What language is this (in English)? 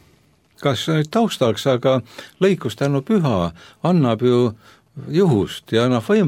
Estonian